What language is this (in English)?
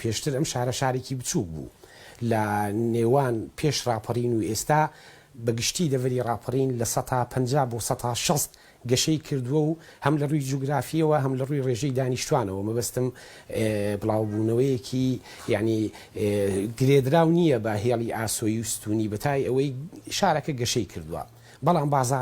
Central Kurdish